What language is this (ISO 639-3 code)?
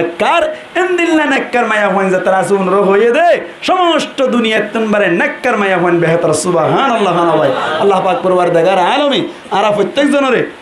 rhg